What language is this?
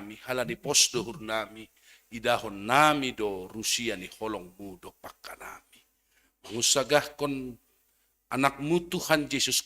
Batak Simalungun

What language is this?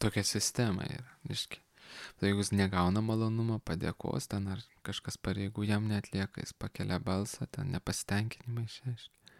Lithuanian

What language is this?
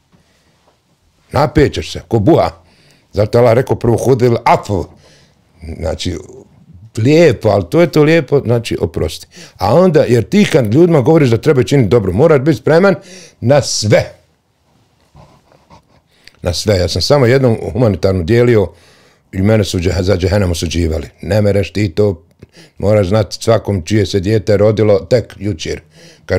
Bosnian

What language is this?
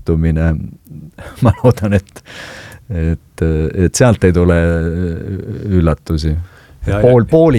Estonian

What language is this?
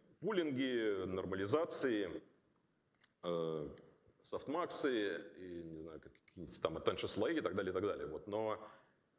Russian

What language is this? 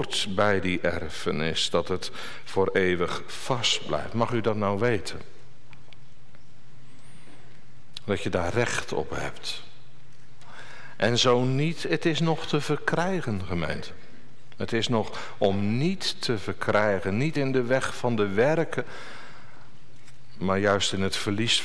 Dutch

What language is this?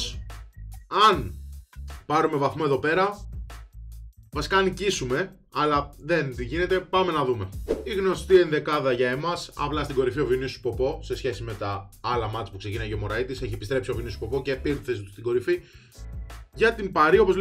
Greek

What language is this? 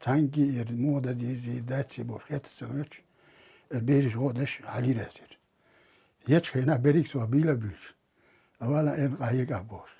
Chechen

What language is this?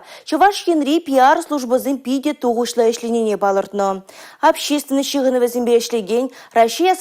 Chuvash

